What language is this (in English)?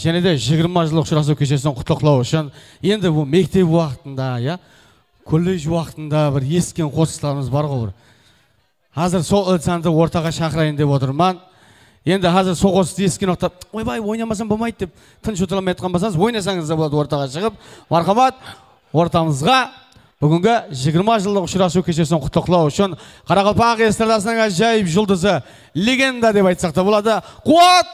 Kara-Kalpak